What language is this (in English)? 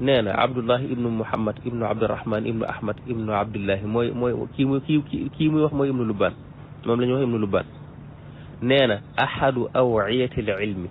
Wolof